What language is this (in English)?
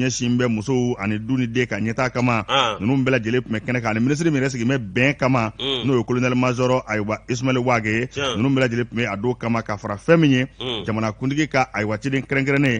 Bambara